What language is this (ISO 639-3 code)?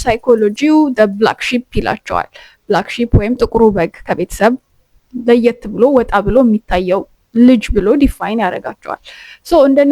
amh